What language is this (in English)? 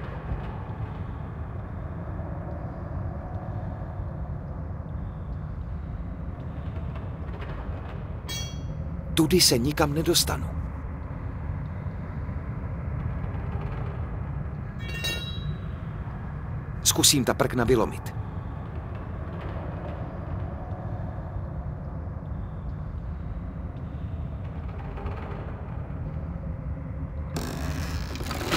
Czech